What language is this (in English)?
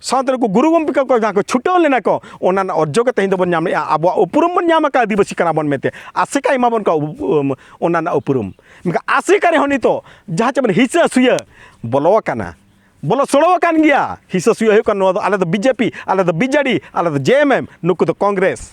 Santali